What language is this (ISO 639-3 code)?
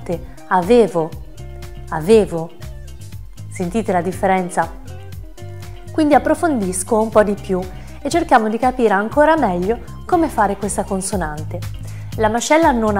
ita